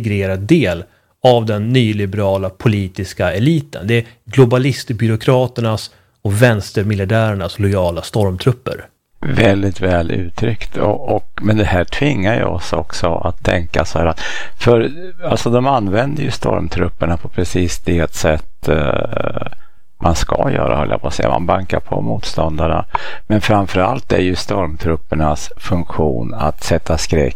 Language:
Swedish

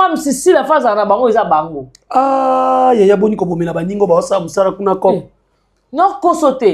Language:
Lingala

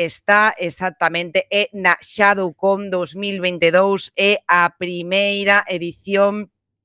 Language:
Galician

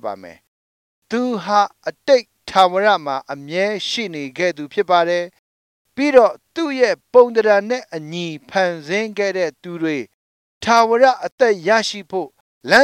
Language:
Burmese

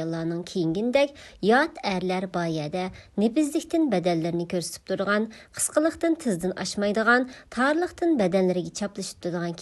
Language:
Uyghur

